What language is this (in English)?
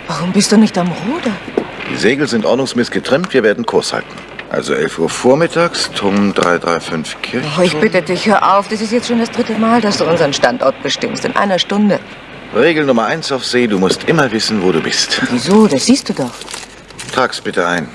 German